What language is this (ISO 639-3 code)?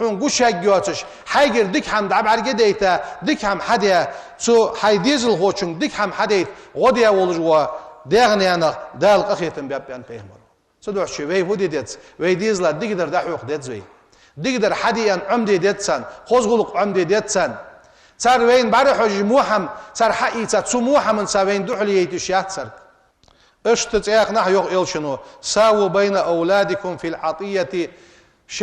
inh